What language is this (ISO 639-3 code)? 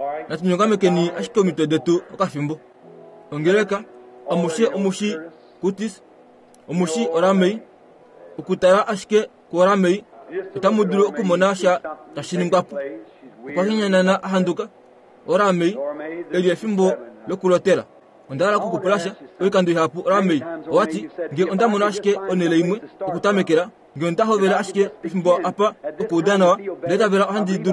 kua